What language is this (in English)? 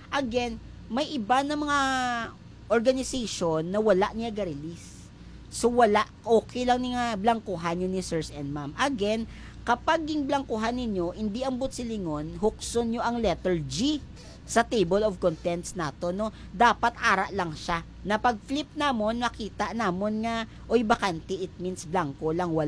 Hiligaynon